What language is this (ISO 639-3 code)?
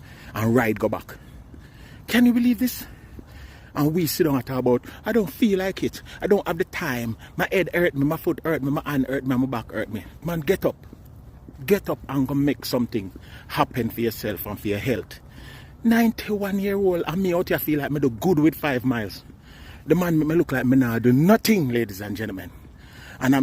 jam